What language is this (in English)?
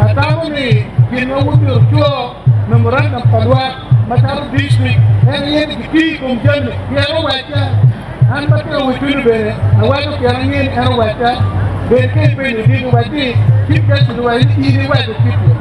Acoli